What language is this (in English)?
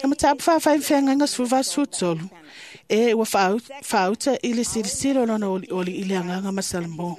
Samoan